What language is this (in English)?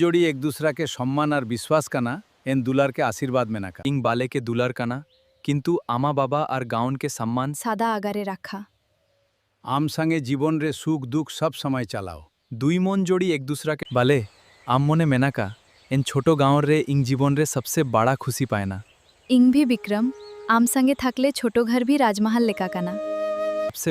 Santali